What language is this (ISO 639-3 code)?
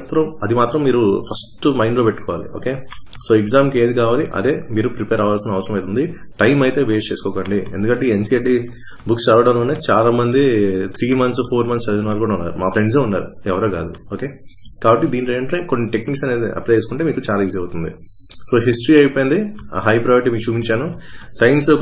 tel